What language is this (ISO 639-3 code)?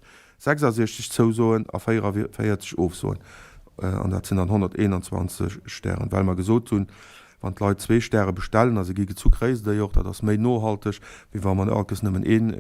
ltz